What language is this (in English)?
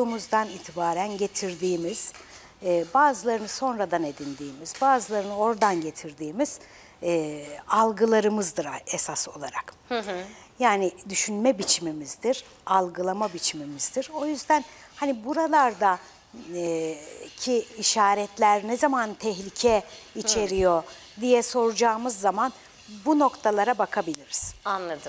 Turkish